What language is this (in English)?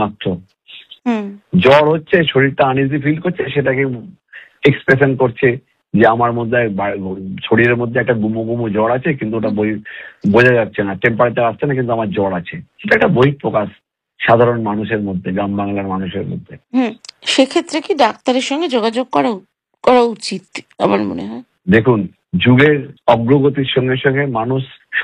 Bangla